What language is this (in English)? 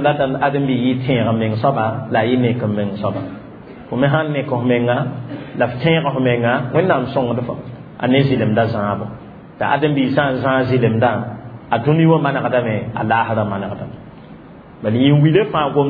Mossi